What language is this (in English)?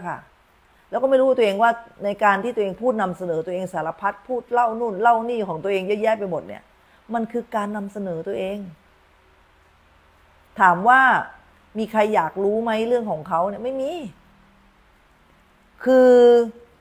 Thai